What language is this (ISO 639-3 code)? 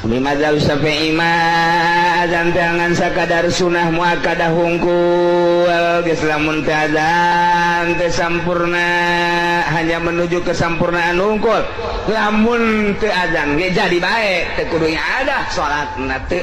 sun